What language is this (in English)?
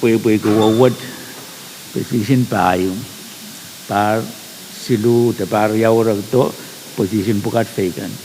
Pohnpeian